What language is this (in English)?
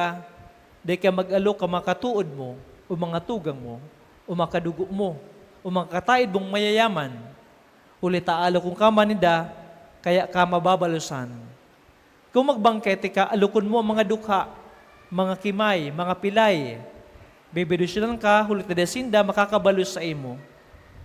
Bikol